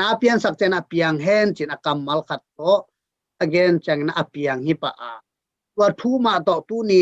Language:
Tedim Chin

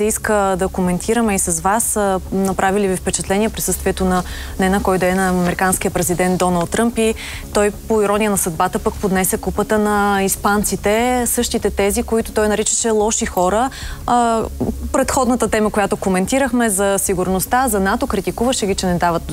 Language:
Bulgarian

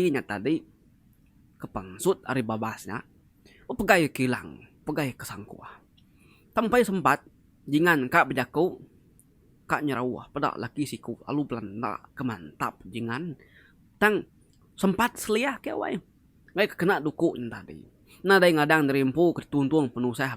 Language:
Iban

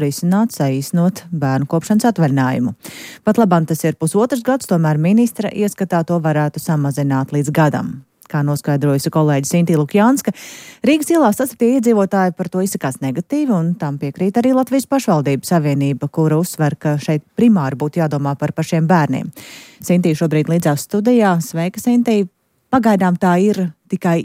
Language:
Latvian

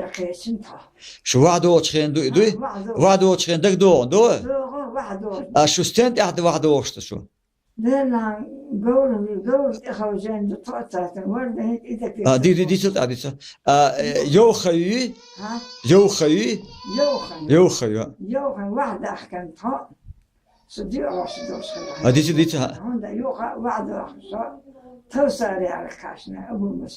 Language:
Chechen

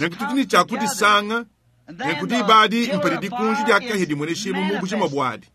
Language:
Luba-Lulua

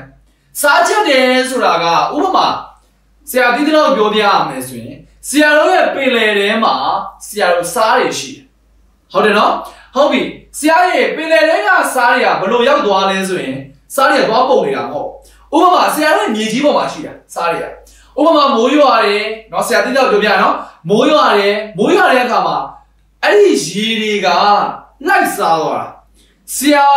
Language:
Burmese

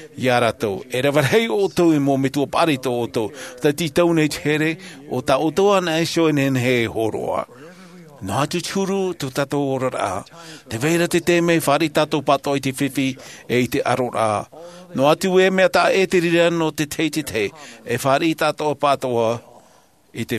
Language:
Tahitian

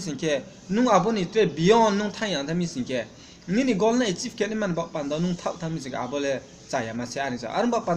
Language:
Riang (India)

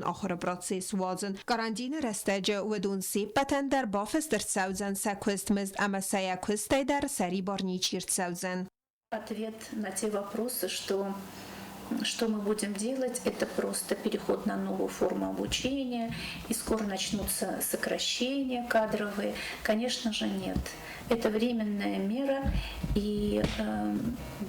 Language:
Ossetic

